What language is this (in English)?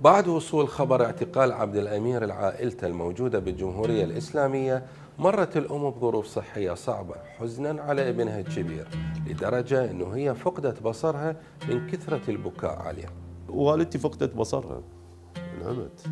Mesopotamian Arabic